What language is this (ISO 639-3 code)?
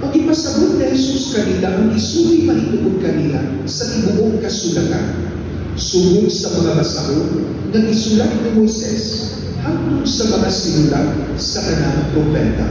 ceb